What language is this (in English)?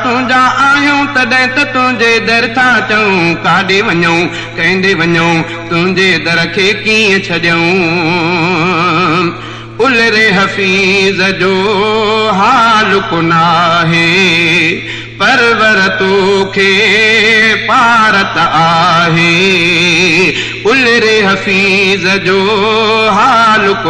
Sindhi